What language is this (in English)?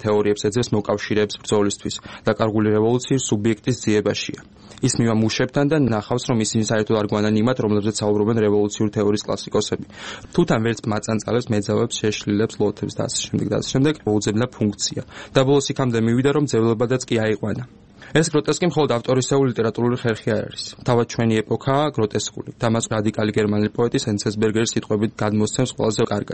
Georgian